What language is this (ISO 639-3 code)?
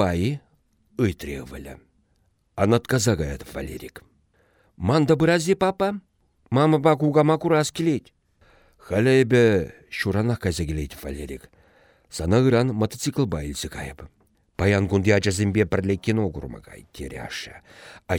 chv